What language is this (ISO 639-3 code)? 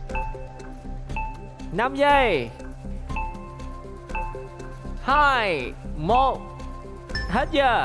vie